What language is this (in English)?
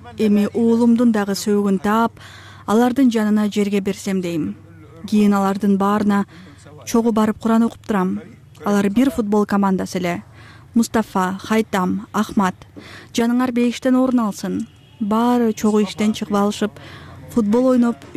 Kyrgyz